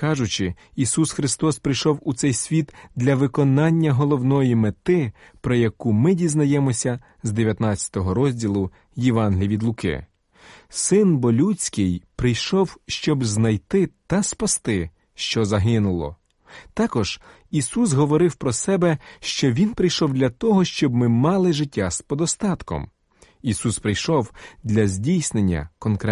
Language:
Ukrainian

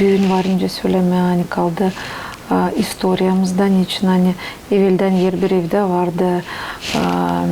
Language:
Gagauz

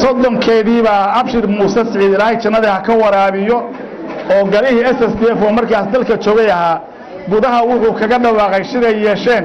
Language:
Somali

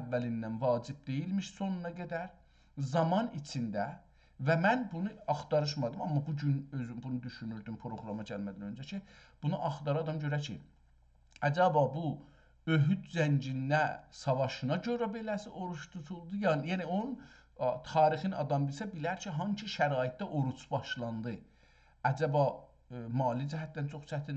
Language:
South Azerbaijani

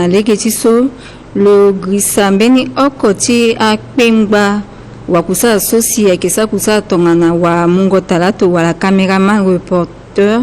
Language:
Sango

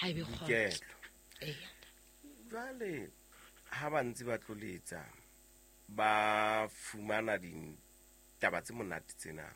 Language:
Southern Sotho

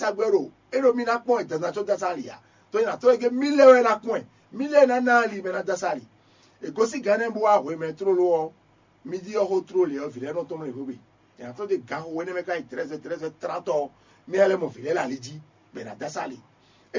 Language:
Fon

